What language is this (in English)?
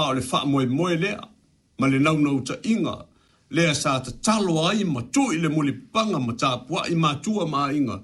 Samoan